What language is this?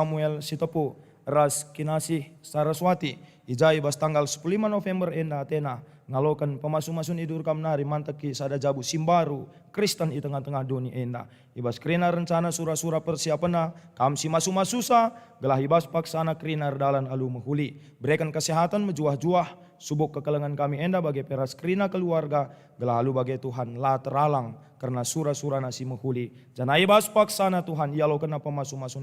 Batak Karo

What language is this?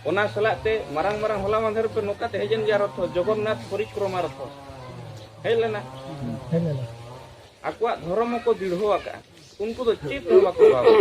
Santali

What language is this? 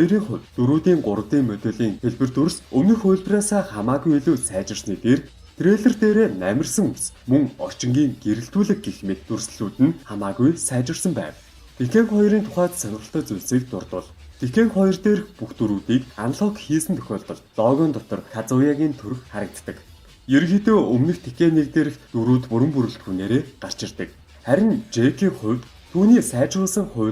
Mongolian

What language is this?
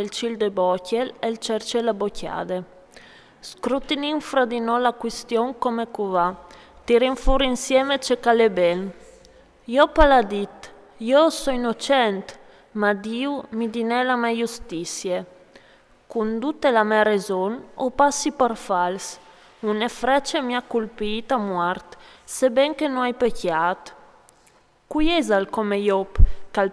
Friulian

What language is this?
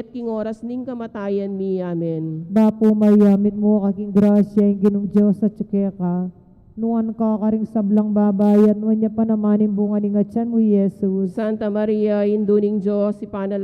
Pampanga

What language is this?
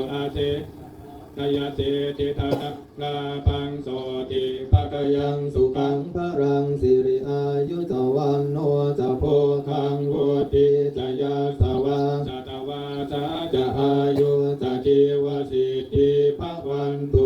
Pali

